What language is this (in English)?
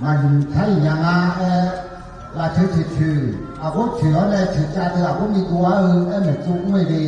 Akha